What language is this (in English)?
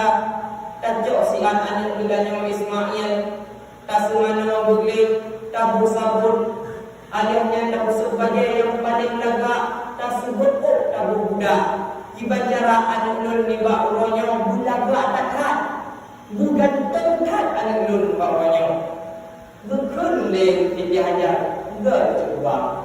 Achinese